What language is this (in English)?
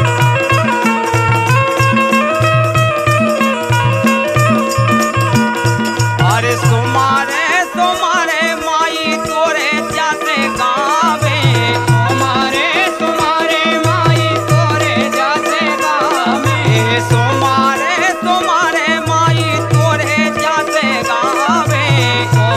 Bhojpuri